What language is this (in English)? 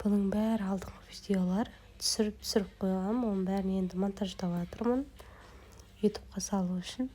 Kazakh